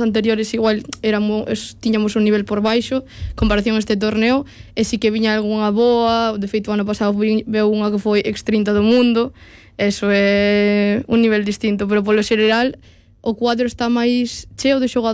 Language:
Galician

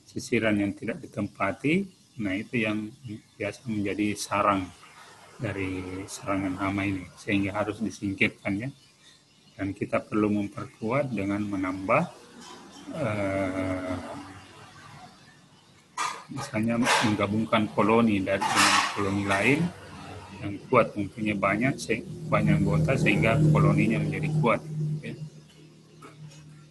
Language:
Indonesian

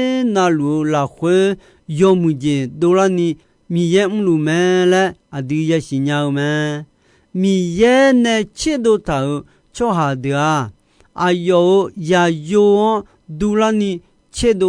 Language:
Akha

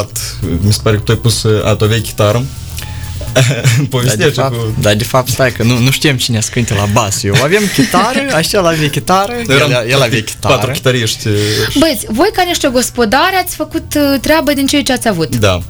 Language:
Romanian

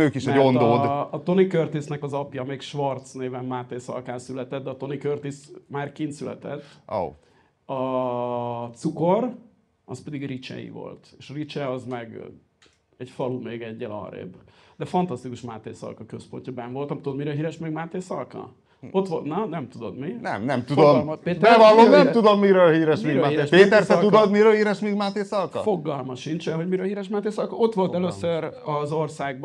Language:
Hungarian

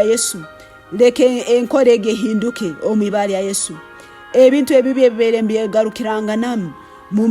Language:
Tooro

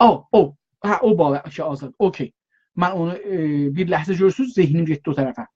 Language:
South Azerbaijani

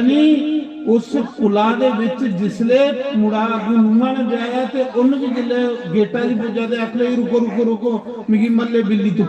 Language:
Dogri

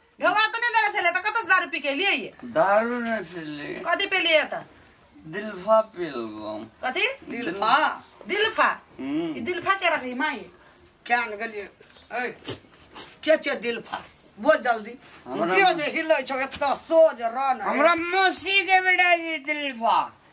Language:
Maithili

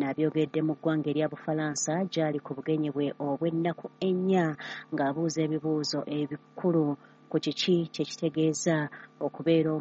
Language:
Ganda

